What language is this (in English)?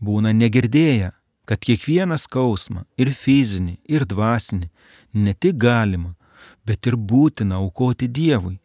Lithuanian